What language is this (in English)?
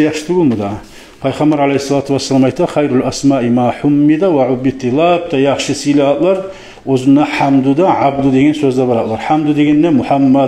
Kumyk